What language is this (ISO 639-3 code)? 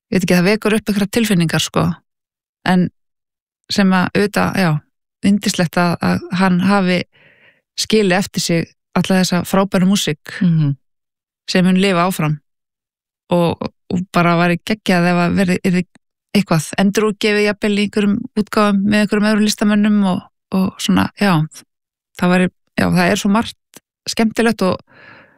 isl